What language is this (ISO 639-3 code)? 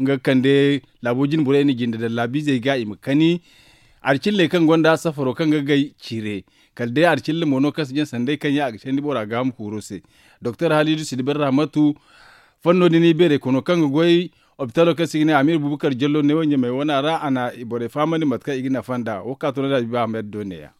dje